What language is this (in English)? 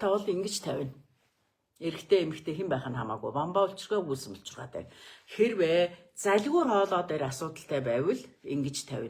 Mongolian